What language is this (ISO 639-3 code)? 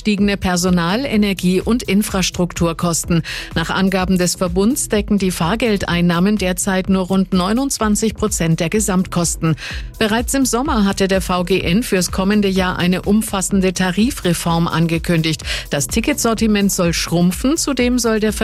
deu